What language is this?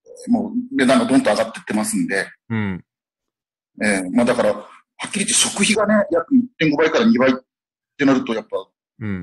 Japanese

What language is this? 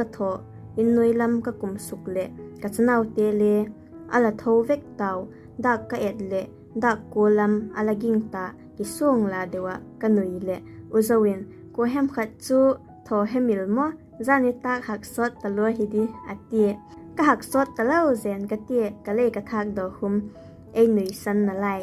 Vaiphei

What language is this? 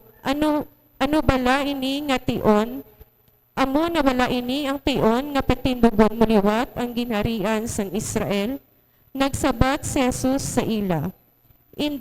Hiligaynon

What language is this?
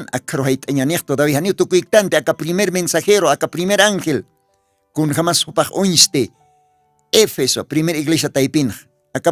Aymara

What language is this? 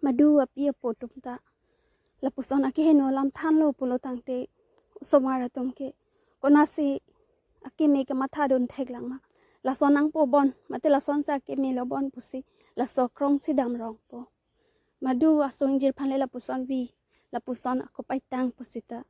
Karbi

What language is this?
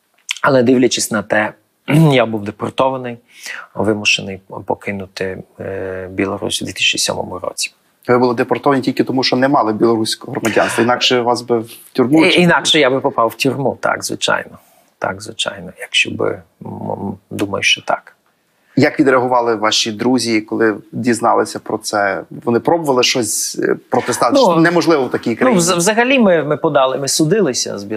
Ukrainian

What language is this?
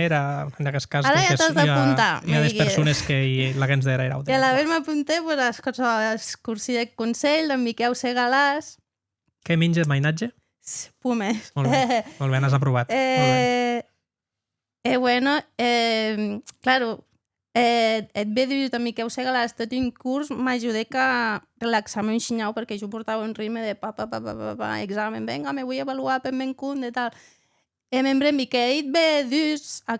Occitan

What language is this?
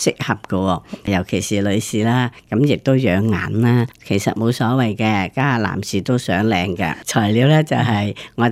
Cantonese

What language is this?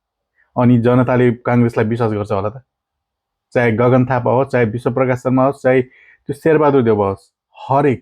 Nepali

